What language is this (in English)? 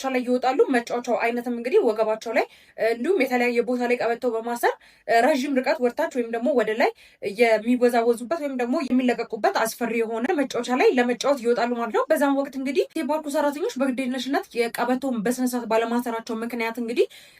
Amharic